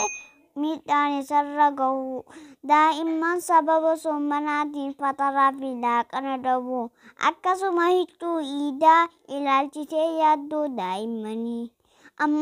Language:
Oromo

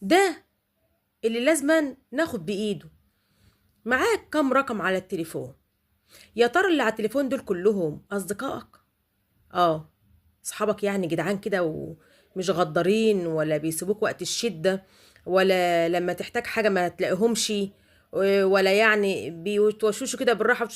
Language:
Egyptian Arabic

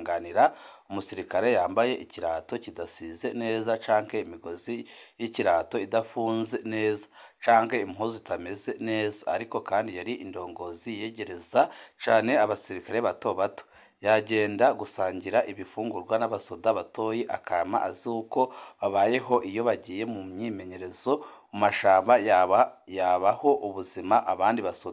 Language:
Rundi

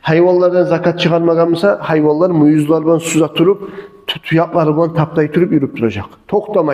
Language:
Kumyk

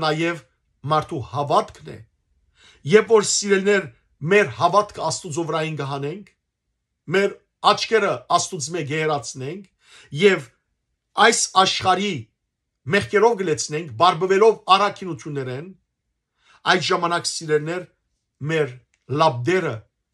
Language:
Western Armenian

